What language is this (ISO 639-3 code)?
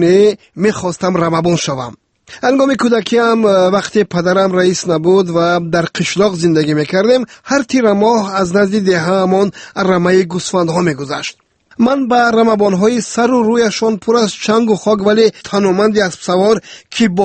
tgk